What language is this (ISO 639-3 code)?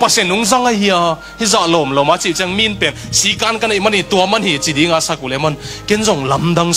ctd